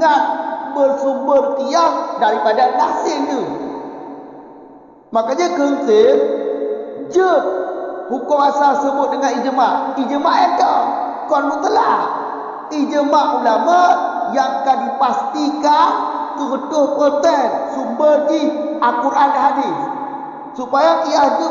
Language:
Malay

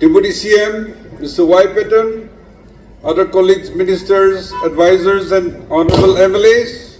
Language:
Naga Pidgin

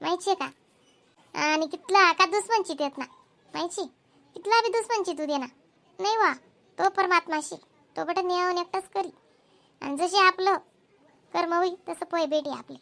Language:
Khandesi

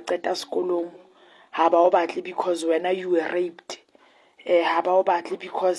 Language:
Southern Sotho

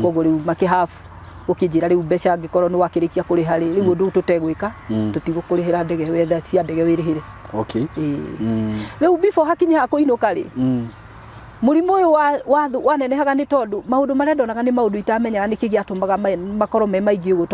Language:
Kikuyu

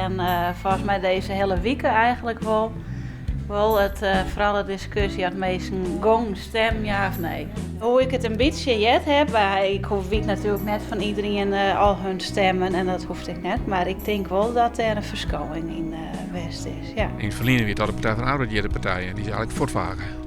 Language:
Western Frisian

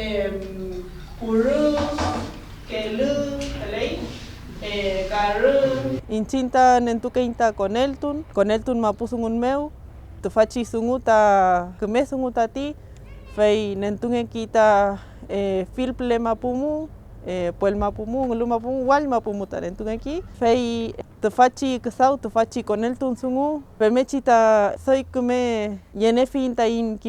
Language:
Mapuche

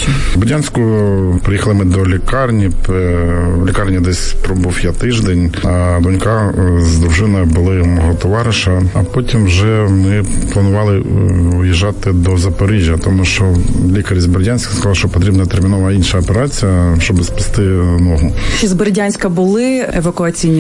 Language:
Ukrainian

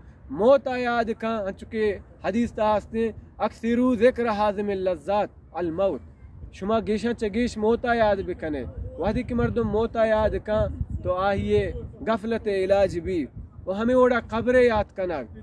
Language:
Baluchi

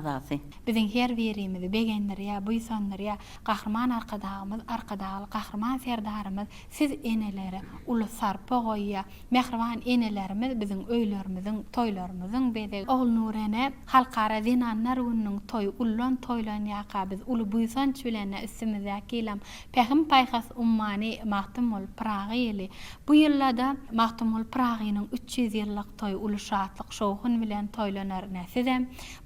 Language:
Turkmen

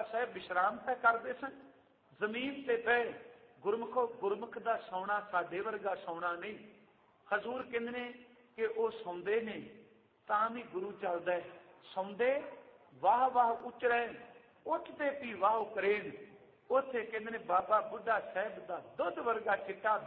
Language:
Punjabi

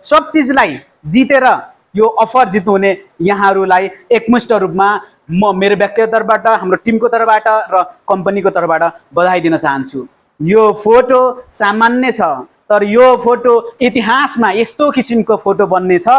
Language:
Nepali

